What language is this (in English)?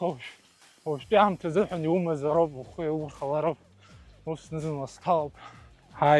Abkhazian